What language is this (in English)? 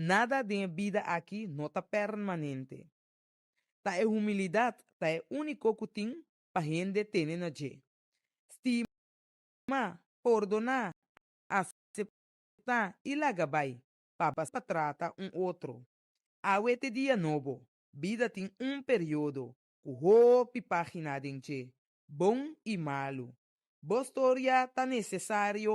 Papiamento